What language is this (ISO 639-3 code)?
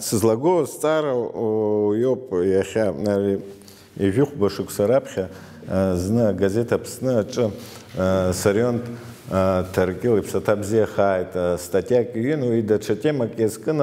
abk